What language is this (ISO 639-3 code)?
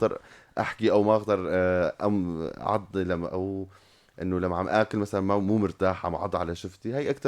apc